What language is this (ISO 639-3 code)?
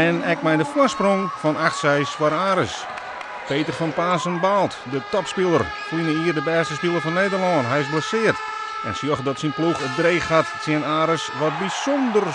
fry